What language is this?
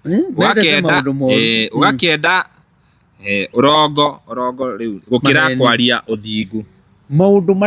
Kikuyu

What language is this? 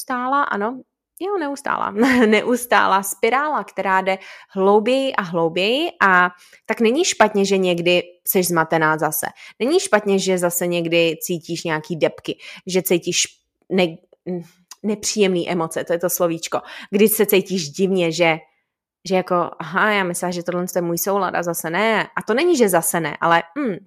Czech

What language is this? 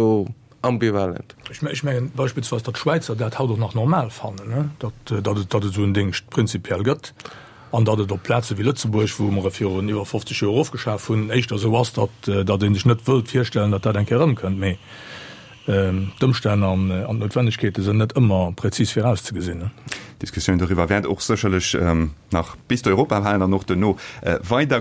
Luxembourgish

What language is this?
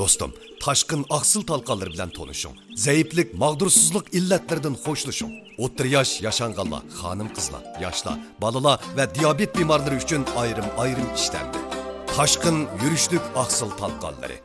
Uyghur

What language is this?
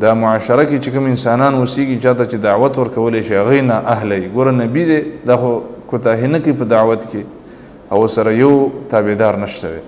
Pashto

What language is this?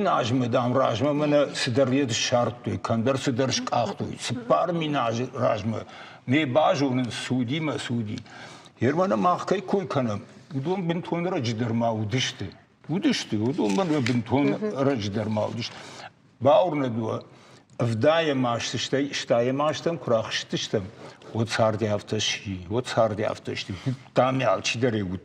Ossetic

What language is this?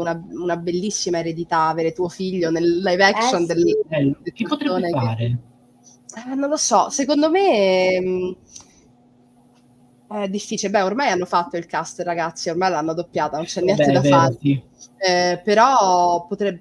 Italian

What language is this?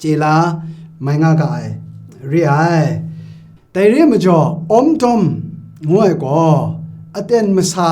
Kachin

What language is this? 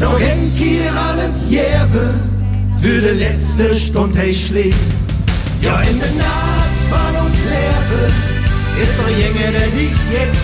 Limburgish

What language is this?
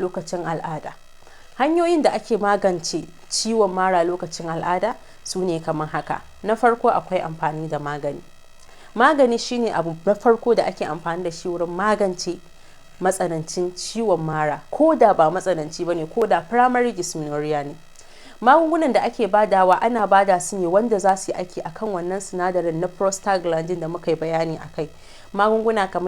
Hausa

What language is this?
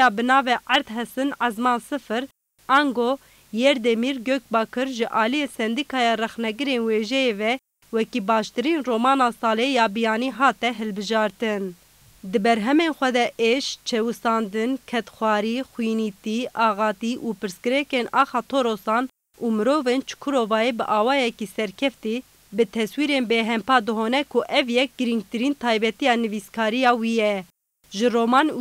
Kurdish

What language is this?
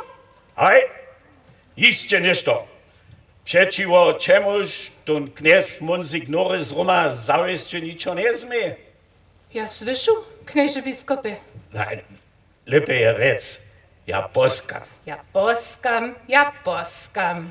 Upper Sorbian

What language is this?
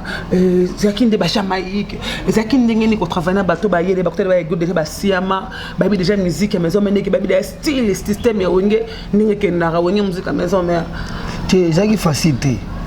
Lingala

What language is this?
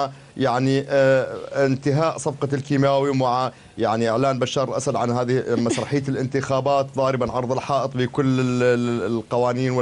Arabic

